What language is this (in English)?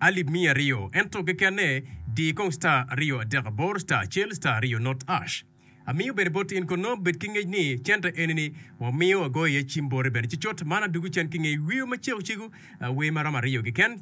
Acoli